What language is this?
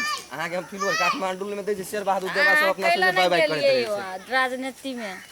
Maithili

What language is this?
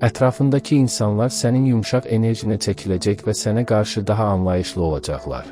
Azerbaijani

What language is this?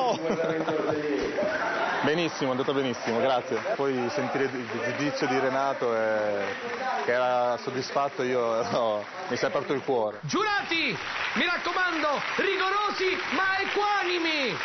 Italian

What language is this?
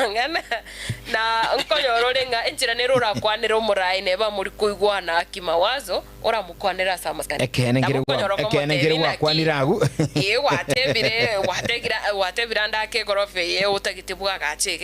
Gusii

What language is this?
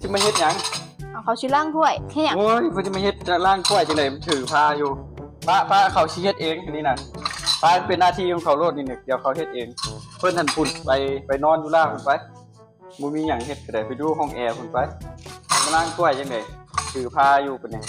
Lao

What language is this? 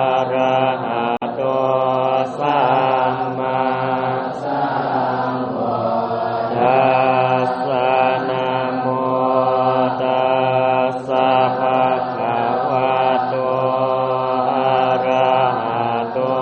Pali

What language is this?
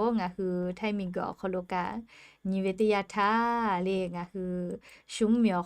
Lahu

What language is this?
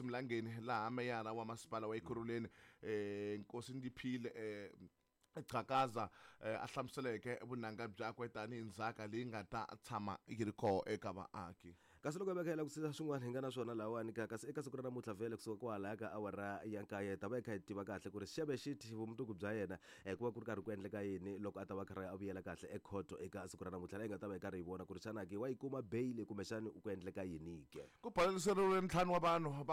Tsonga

